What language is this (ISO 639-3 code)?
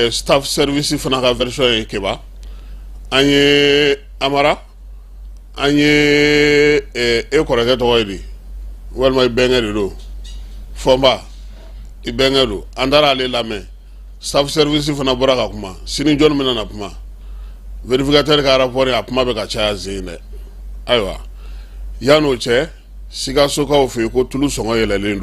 bam